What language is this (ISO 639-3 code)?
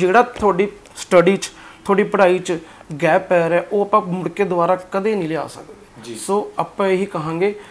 pan